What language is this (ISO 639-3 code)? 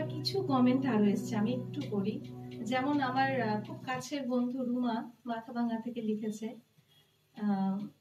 ben